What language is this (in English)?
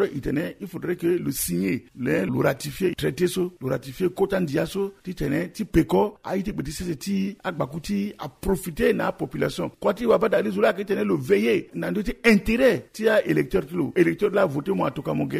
Sango